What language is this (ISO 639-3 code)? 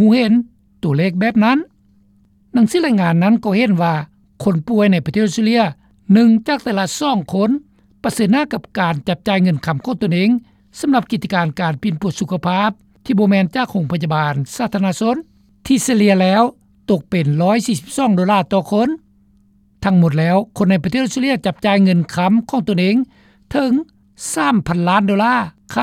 lao